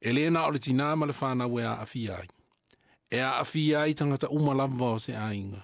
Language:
Samoan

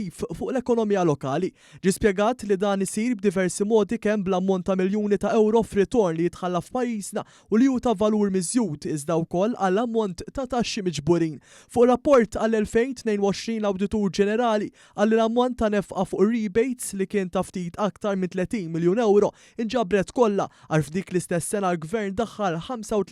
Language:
Maltese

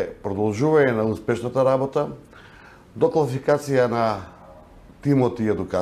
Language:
Macedonian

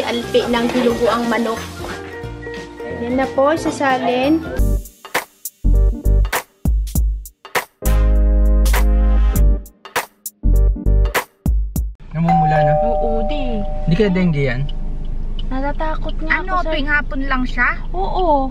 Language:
Filipino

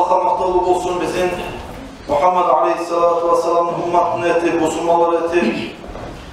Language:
Kumyk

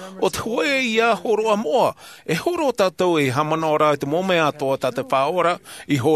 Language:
Tahitian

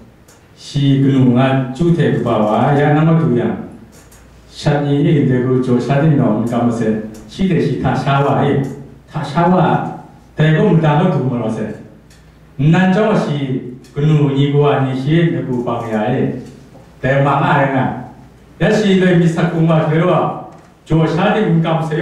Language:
Kachin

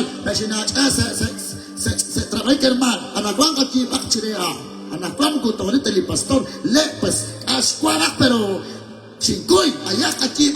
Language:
Kekchí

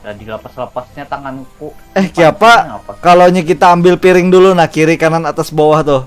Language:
Banjar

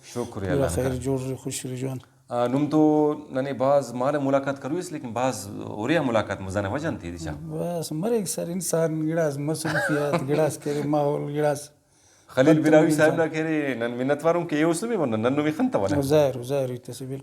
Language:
Brahui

